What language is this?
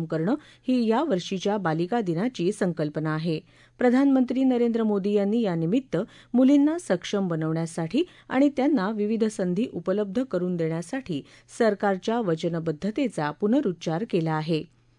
Marathi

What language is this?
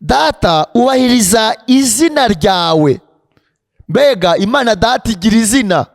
Kinyarwanda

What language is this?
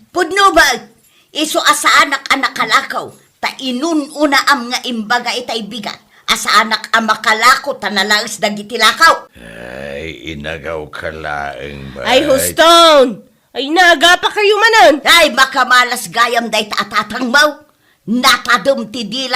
Iloko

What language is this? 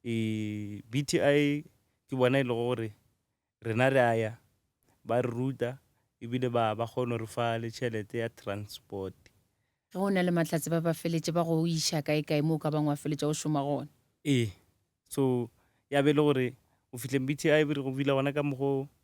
Northern Sotho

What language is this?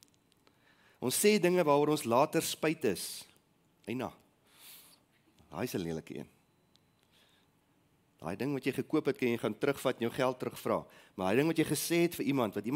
Afrikaans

